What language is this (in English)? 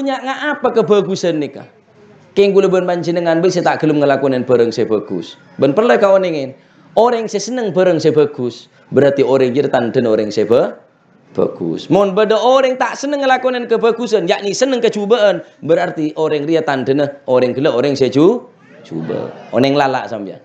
Madurese